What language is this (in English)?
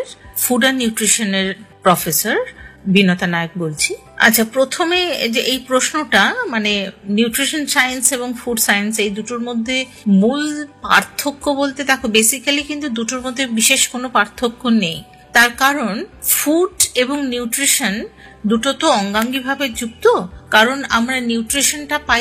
Bangla